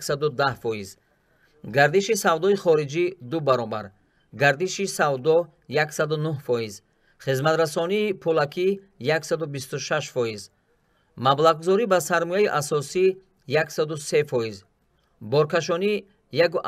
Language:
Tajik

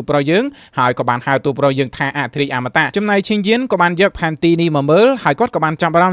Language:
Khmer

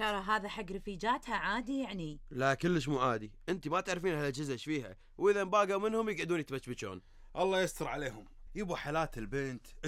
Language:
Gulf Arabic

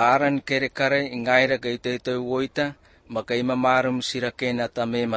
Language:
Malagasy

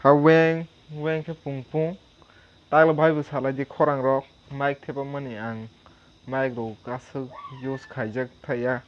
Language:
Kok Borok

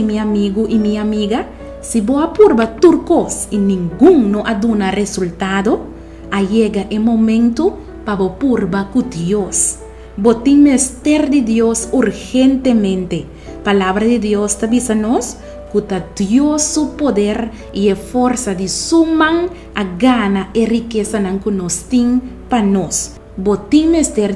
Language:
Papiamento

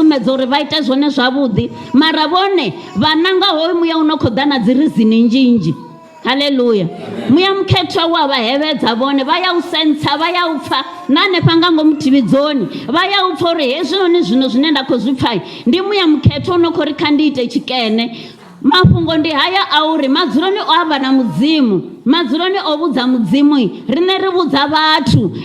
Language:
Venda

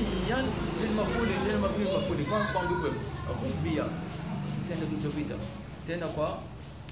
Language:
Swahili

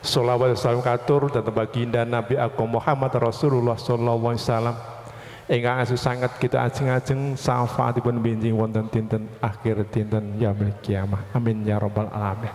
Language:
Javanese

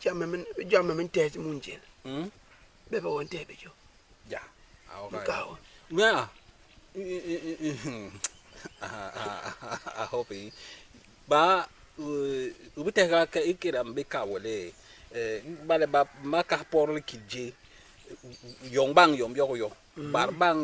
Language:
Basaa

